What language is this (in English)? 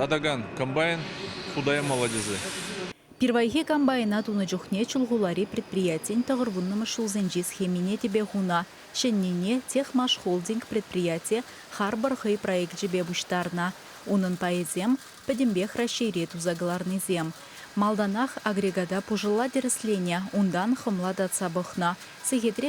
Chuvash